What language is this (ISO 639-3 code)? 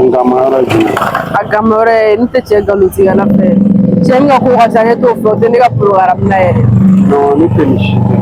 bam